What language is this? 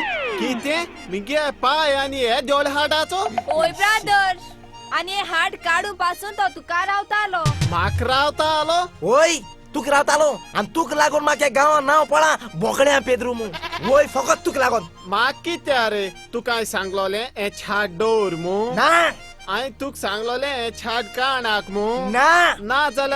Konkani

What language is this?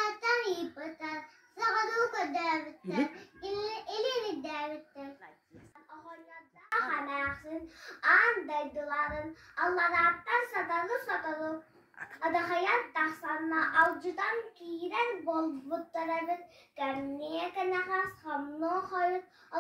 Yakut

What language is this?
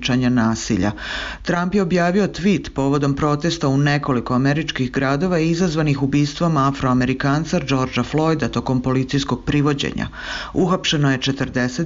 Croatian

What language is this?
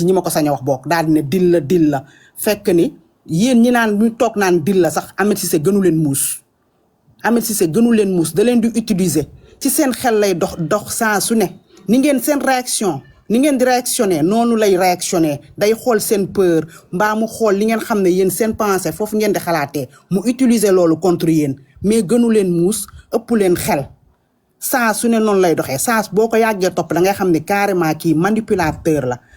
Wolof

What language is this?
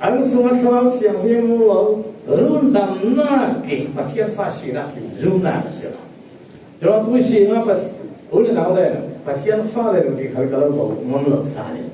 Falam Chin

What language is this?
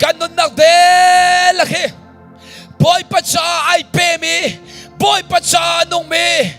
Hakha Chin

